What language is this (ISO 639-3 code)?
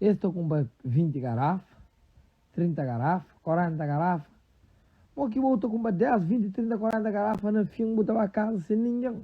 kea